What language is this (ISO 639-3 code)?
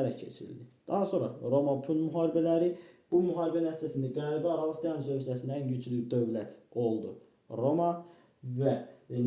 aze